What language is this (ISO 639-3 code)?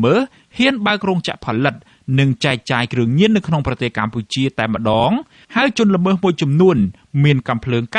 khm